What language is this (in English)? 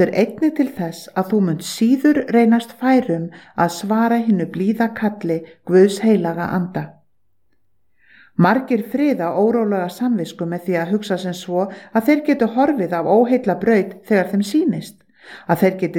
Icelandic